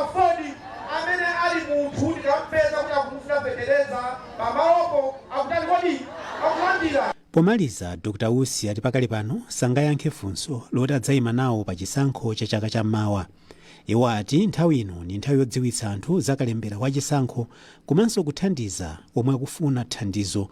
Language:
Nyanja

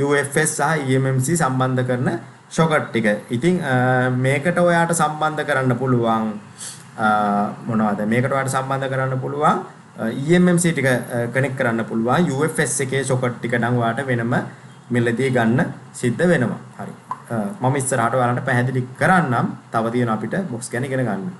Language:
Sinhala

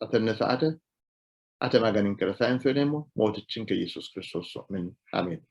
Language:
Sidamo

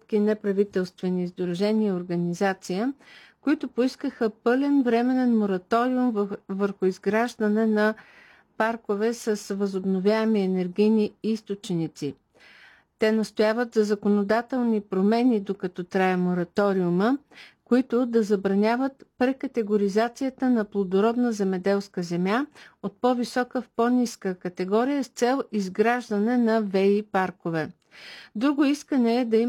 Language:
Bulgarian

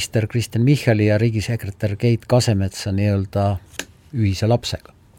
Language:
Estonian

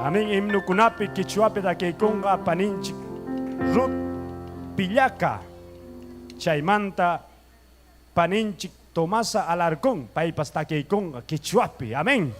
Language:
Ayacucho Quechua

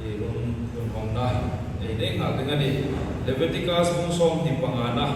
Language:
Hmar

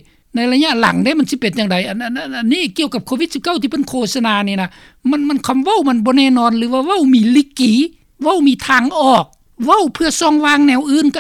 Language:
Lao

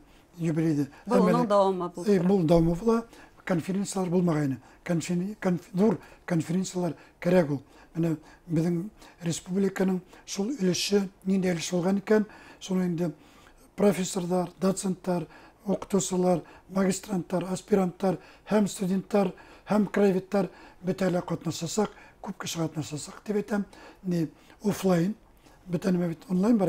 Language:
Bashkir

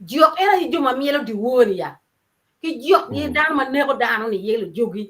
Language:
Acoli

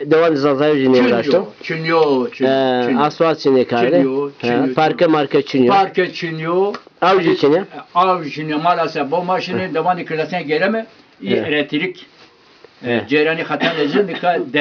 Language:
Zaza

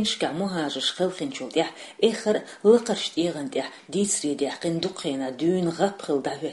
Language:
Chechen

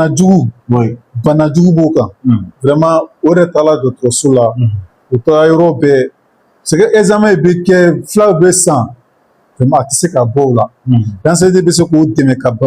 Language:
Bambara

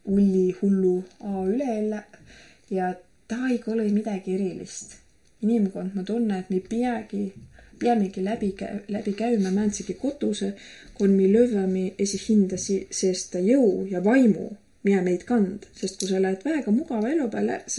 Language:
Estonian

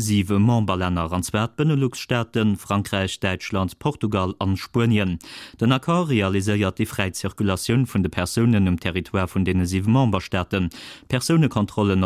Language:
Luxembourgish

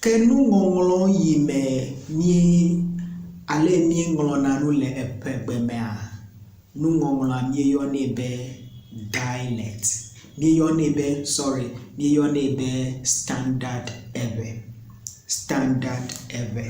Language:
Ewe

